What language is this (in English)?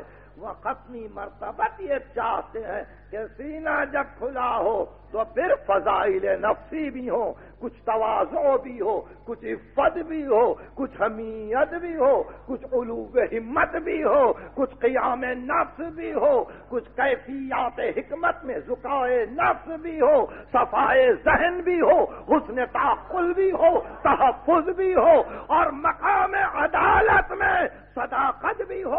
Urdu